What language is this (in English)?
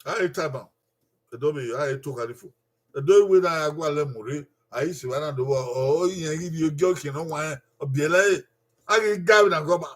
Bini